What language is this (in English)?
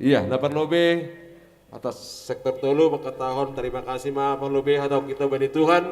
Batak Simalungun